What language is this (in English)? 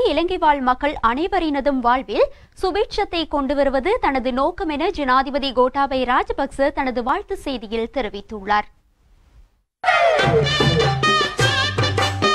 Tamil